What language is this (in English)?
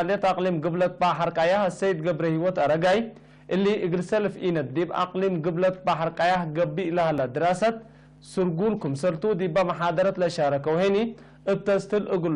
Tigre